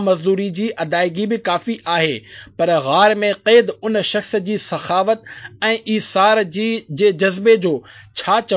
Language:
Sindhi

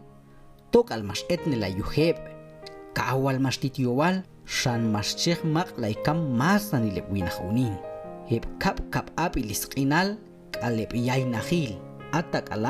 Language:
Q'anjob'al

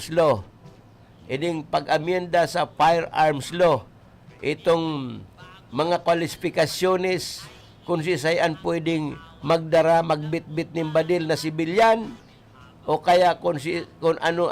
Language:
Bikol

